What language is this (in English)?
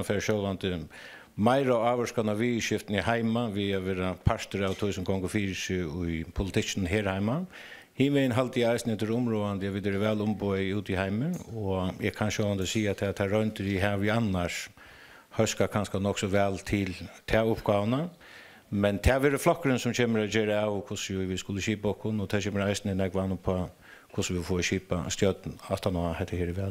Faroese